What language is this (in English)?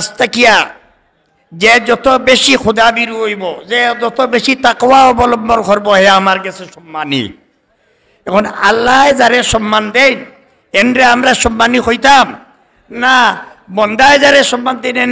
Sylheti